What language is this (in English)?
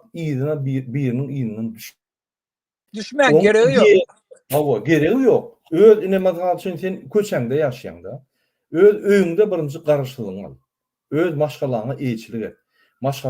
Turkmen